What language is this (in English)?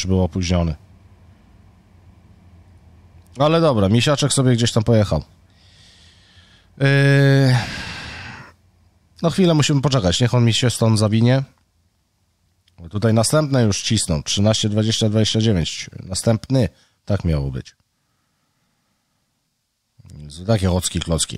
Polish